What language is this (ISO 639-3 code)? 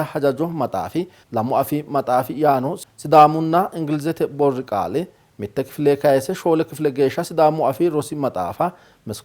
sid